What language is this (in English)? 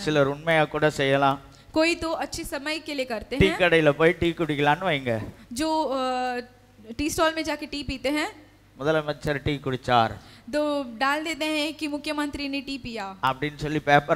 Tamil